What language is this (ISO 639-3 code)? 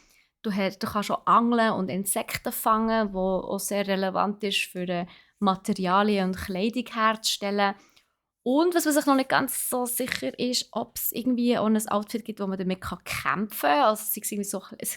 gsw